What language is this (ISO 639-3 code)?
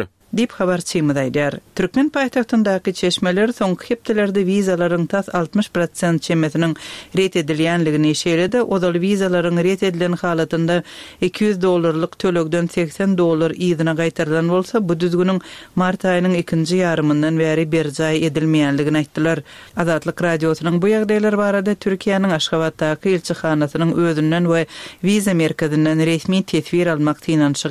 tuk